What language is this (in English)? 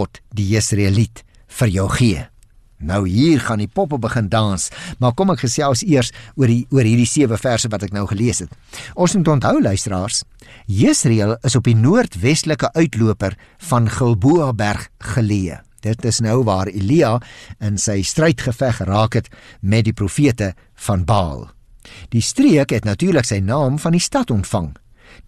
Afrikaans